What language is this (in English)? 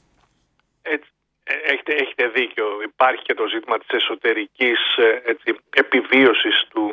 Greek